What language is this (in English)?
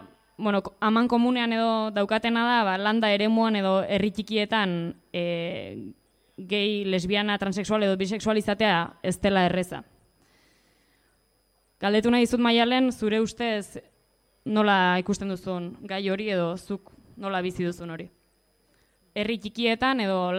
Basque